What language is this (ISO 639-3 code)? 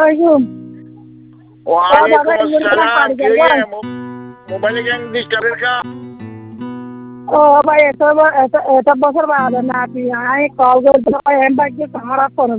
ben